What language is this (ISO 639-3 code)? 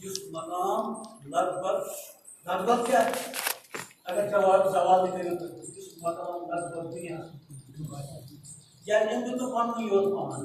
kas